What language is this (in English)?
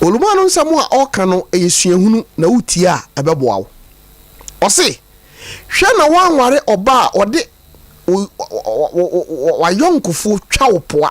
Akan